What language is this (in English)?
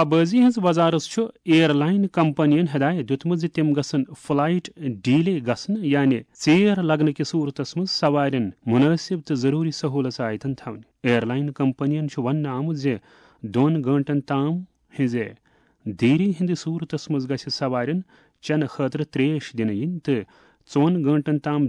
Kashmiri